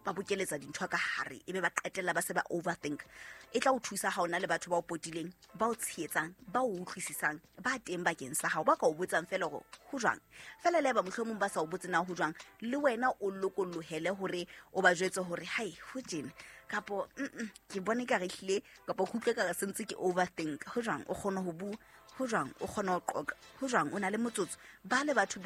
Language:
Southern Sotho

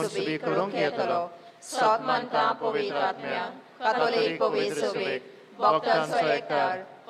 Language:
Konkani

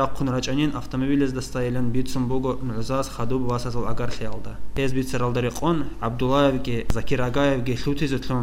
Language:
Avaric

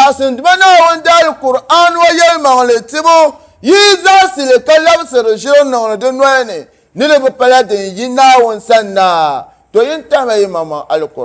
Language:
Dagbani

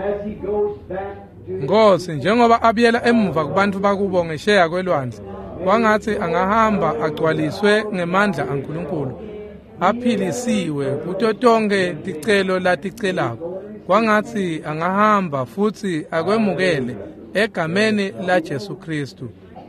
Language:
Swati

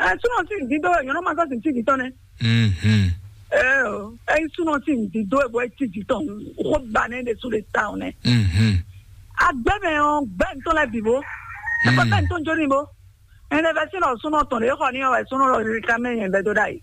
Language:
Fon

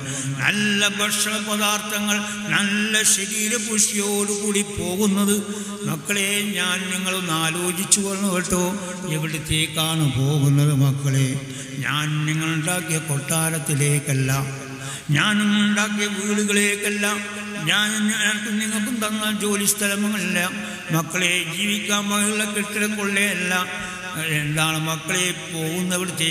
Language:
Malayalam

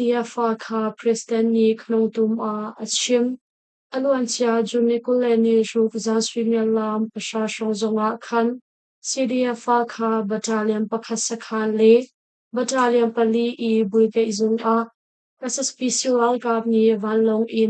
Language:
Hakha Chin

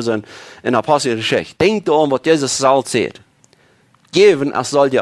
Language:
Plautdietsch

